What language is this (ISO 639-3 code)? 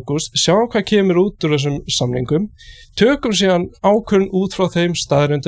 isl